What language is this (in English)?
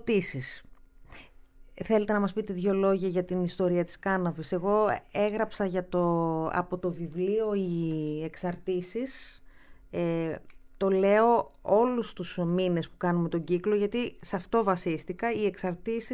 Greek